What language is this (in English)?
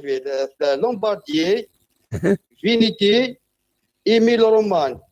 Kabyle